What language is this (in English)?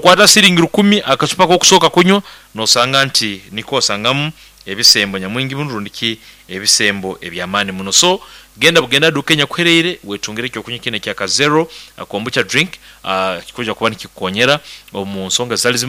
Nyoro